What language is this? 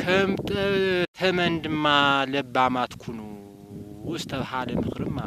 Tigrinya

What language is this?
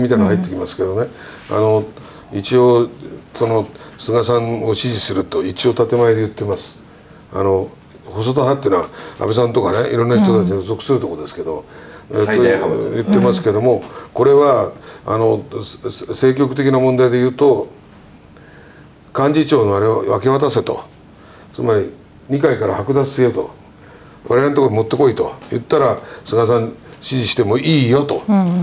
Japanese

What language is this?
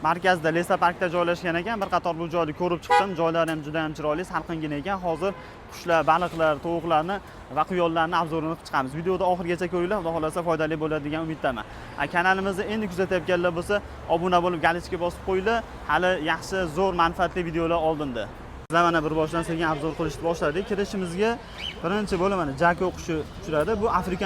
Uzbek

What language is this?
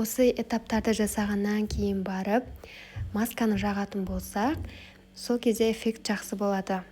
Kazakh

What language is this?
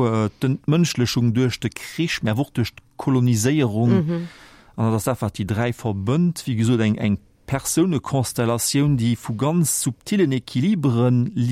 Luxembourgish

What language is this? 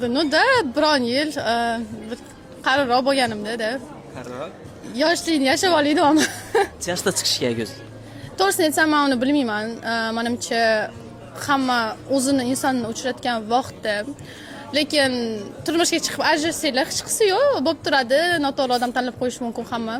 Uzbek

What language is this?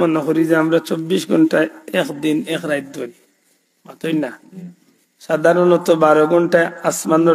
Sylheti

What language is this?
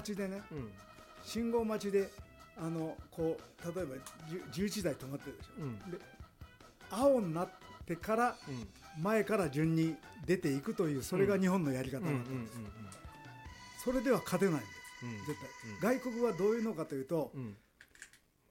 Japanese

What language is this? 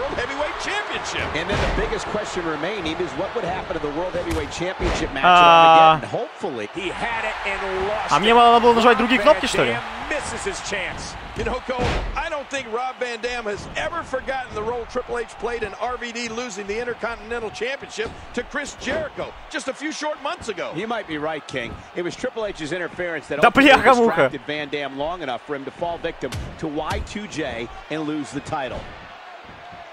Russian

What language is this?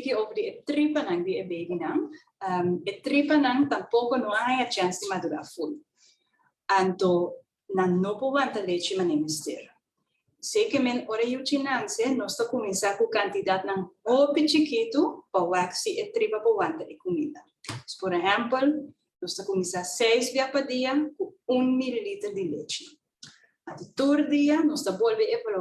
Papiamento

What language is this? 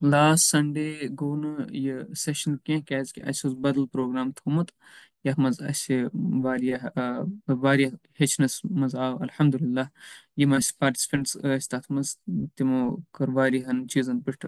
Kashmiri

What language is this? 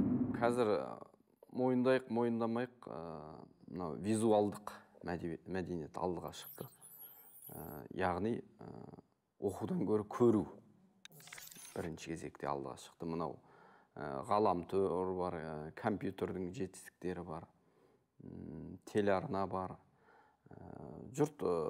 Kazakh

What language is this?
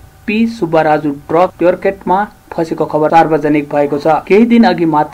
Nepali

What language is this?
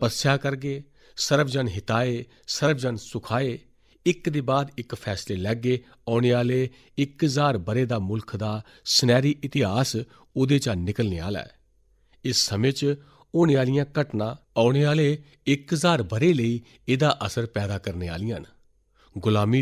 Dogri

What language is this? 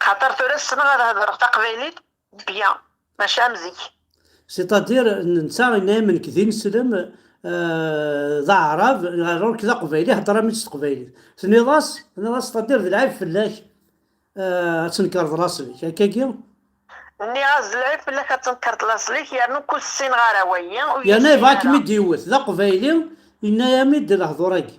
Kabyle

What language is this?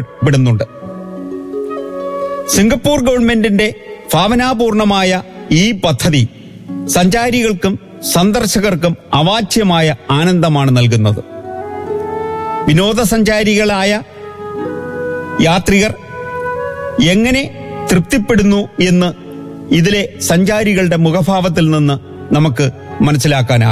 Malayalam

